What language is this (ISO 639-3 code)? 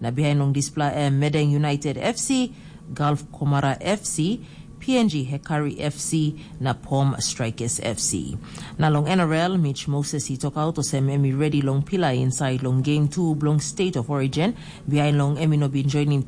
tpi